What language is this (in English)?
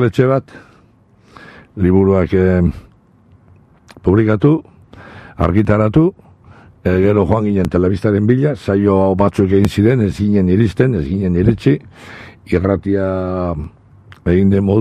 Basque